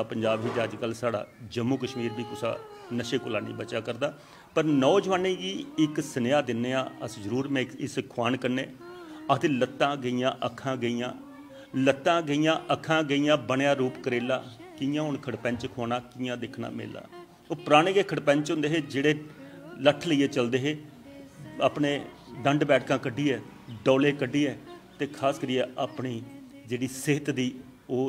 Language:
Dogri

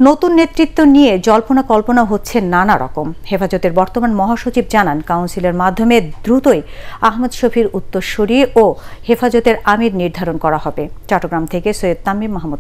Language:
Bangla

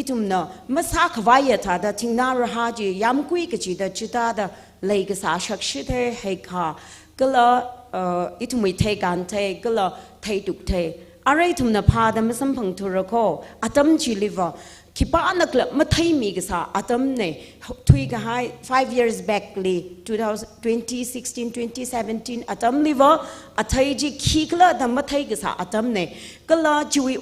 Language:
Tangkhul Naga (India)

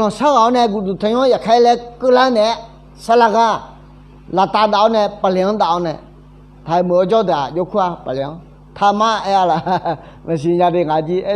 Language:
Akha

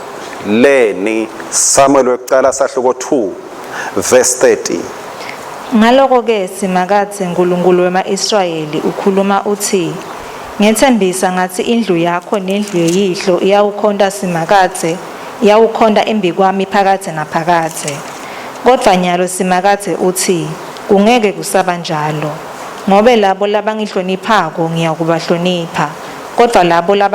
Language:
Swati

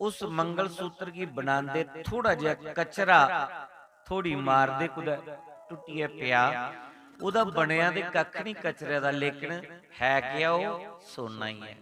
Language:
Dogri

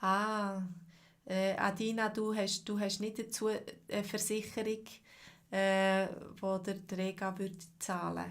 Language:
Swiss German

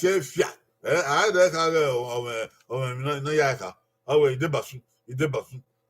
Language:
Bini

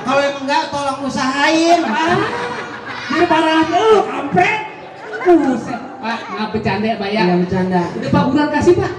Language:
Betawi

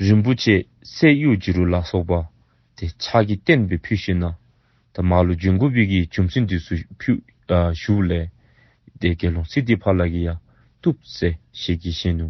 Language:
Dzongkha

